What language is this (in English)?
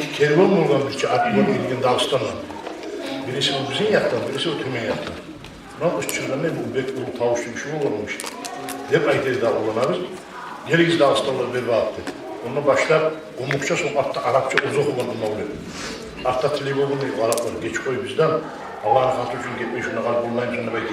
Kumyk